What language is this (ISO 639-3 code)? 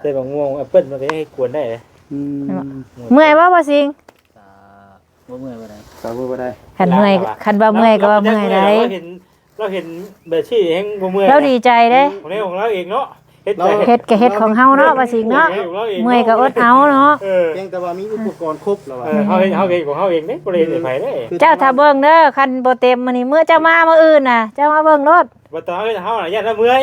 tts